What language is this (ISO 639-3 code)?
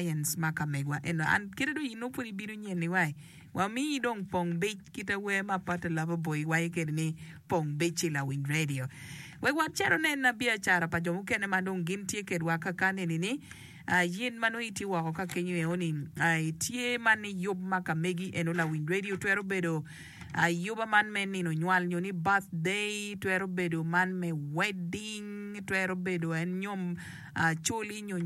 ach